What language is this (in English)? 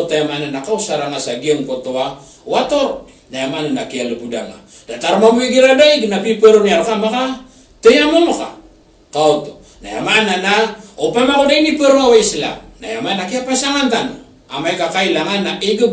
Maranao